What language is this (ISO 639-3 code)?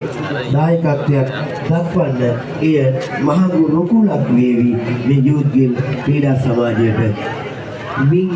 sin